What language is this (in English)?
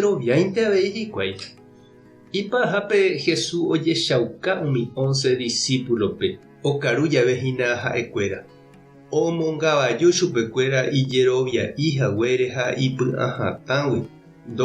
Guarani